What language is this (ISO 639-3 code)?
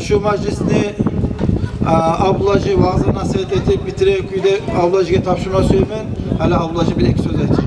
kum